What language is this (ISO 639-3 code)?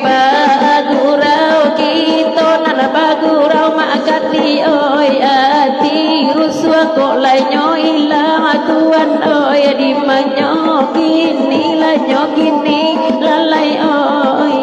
min